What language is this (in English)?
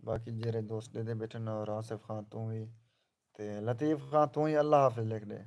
Saraiki